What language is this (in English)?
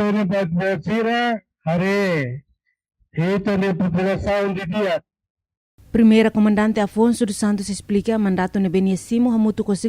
Tetum